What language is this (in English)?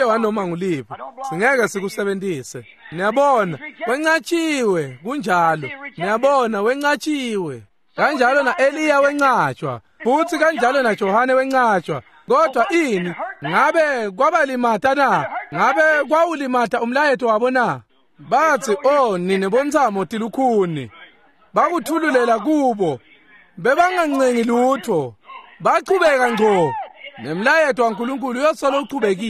Swati